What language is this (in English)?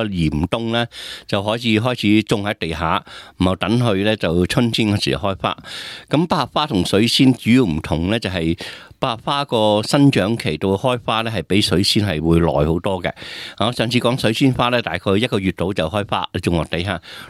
Cantonese